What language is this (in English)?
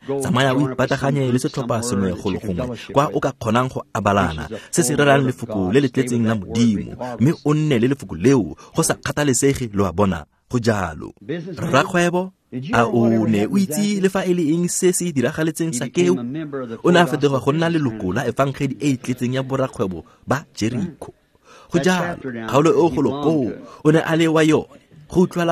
Tswana